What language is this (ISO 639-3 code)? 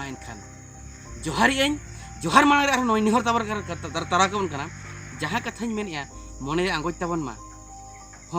sat